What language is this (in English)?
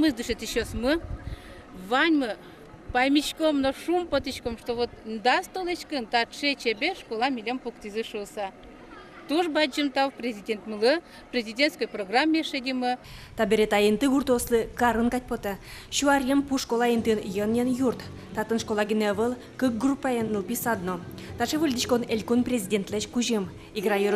Udmurt